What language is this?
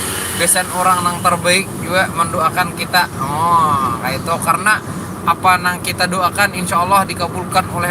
Banjar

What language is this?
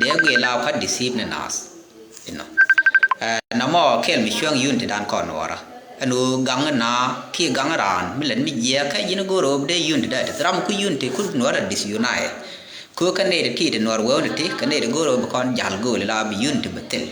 Nuer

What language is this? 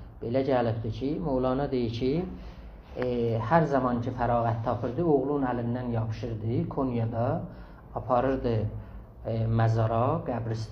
South Azerbaijani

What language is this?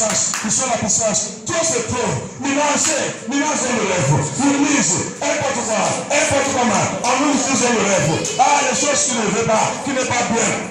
French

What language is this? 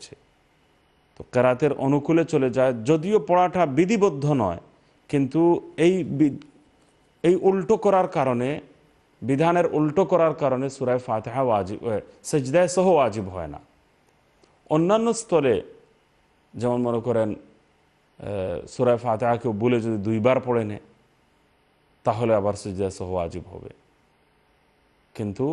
Bangla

